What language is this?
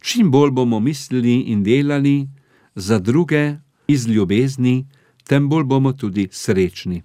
Slovenian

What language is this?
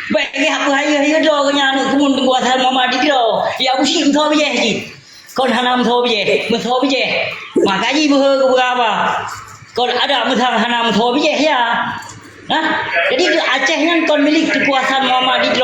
Achinese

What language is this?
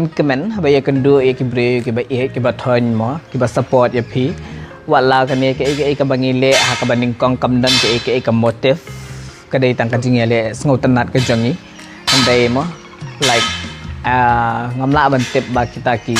Khasi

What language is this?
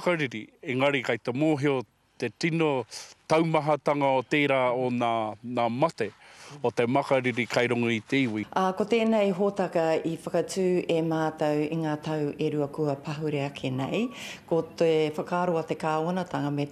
Māori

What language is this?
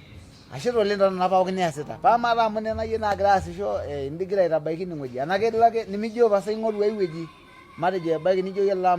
Masai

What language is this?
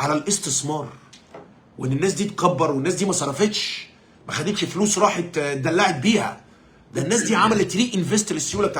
Egyptian Arabic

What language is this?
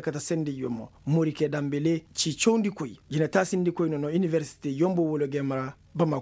Koyraboro Senni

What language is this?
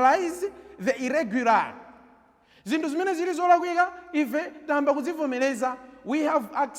Nyanja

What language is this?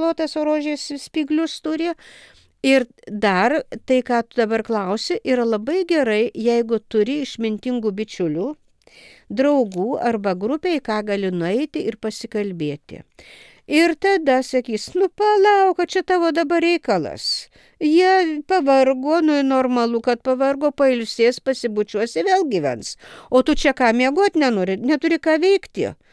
Lithuanian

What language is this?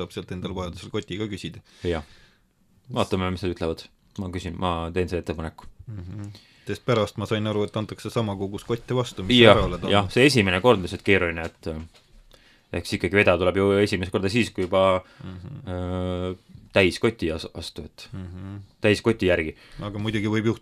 Estonian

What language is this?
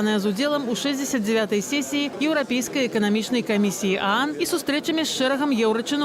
Belarusian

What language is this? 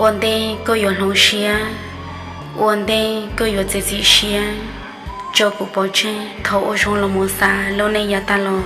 Hmong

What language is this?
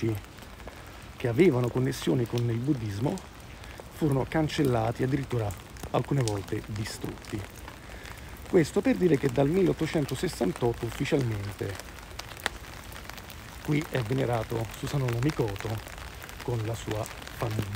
Italian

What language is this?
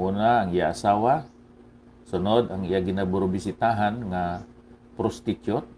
Hiligaynon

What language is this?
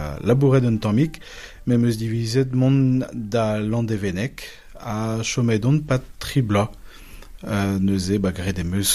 Breton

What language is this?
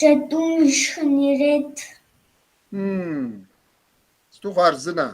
Kabardian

